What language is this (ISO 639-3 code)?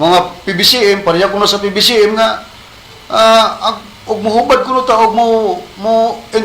ceb